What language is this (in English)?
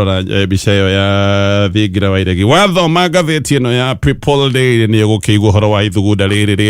Kikuyu